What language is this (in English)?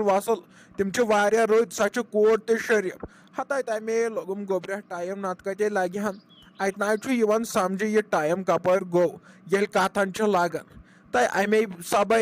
Kashmiri